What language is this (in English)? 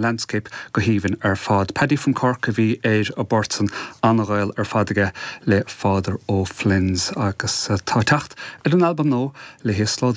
Irish